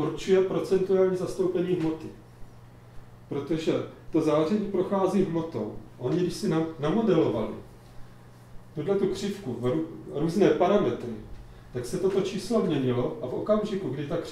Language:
Czech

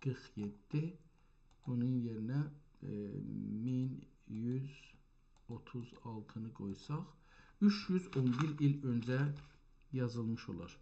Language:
South Azerbaijani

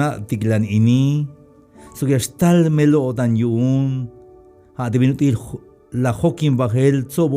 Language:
Tzeltal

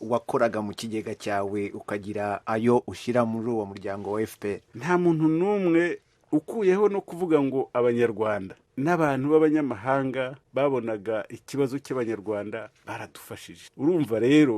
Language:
Kinyarwanda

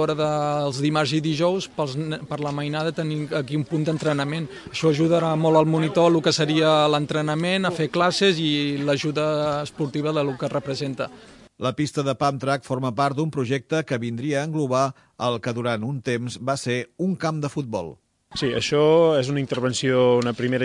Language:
Catalan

